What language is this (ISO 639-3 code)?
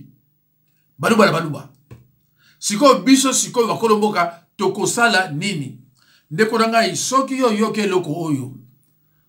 lin